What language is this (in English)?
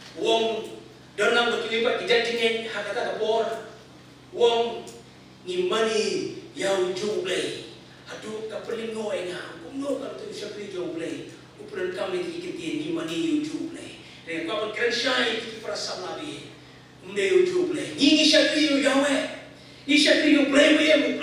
Khasi